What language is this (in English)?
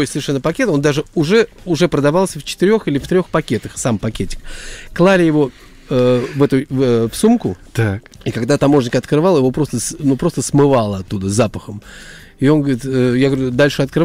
Russian